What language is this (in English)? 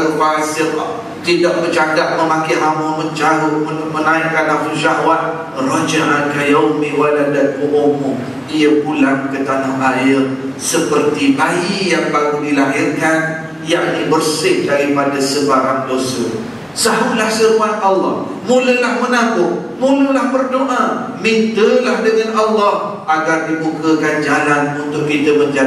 Malay